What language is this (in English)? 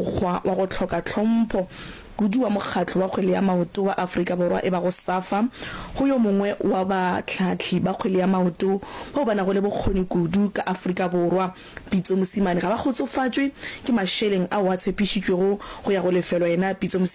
Northern Sotho